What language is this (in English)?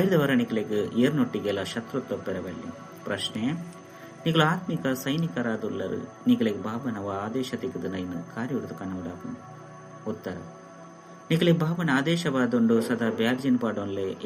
Tulu